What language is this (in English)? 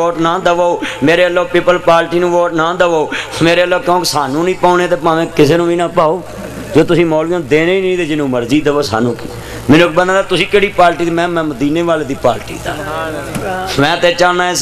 Western Panjabi